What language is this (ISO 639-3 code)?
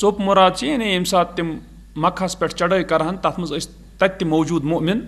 kas